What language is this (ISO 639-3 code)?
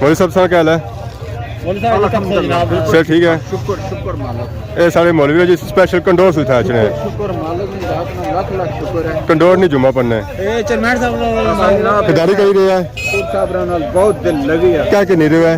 phr